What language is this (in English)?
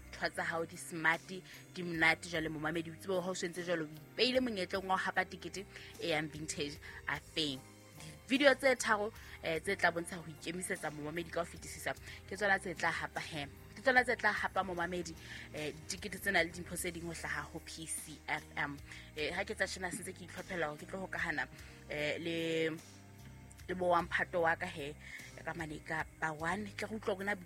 Southern Sotho